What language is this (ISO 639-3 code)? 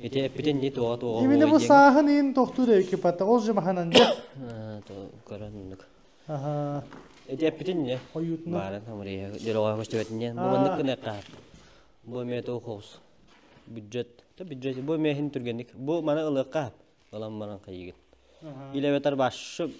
sah